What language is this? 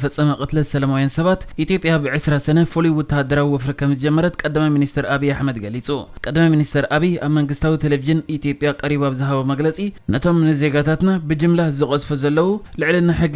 Tigrinya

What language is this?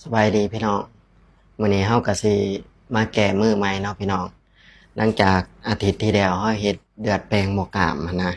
Lao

